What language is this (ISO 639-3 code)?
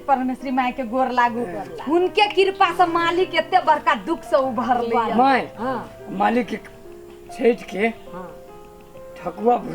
mai